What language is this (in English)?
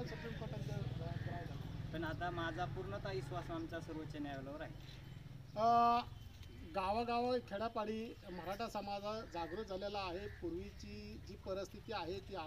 Marathi